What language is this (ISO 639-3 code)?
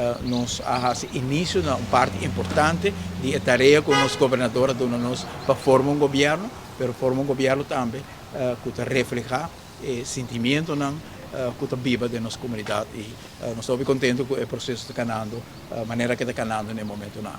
pap